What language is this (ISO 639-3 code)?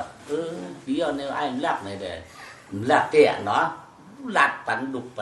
shn